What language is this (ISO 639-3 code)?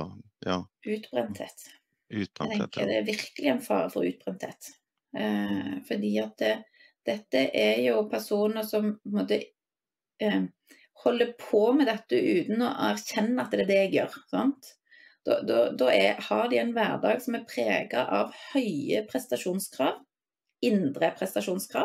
nor